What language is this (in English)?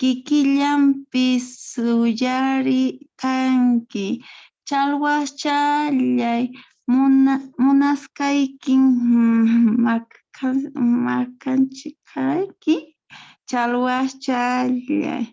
Quechua